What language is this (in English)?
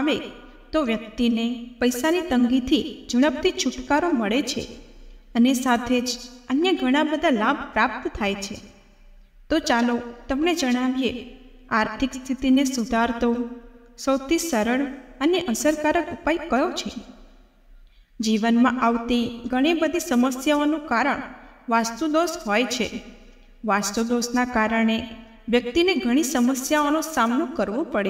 Gujarati